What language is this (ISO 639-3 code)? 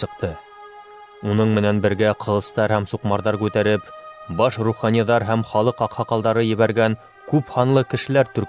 bak